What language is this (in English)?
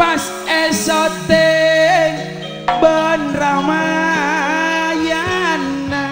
Madurese